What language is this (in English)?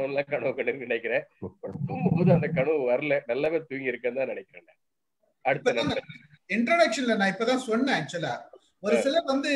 Tamil